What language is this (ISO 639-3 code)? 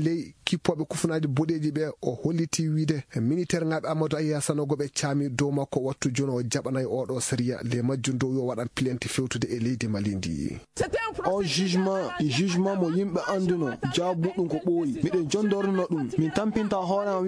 ful